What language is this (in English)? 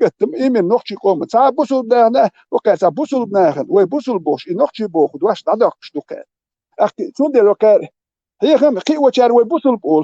Chechen